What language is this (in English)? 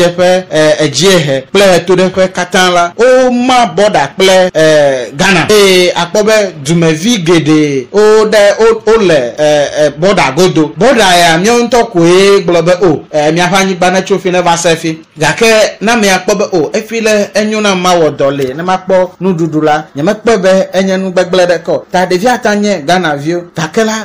Ewe